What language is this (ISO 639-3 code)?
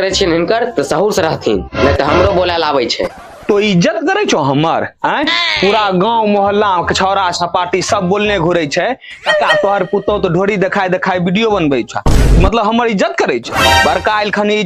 mai